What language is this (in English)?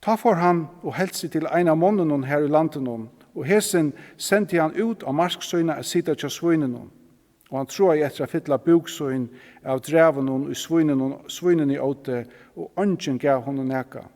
Faroese